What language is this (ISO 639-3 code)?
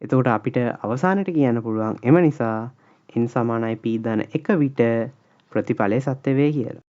sin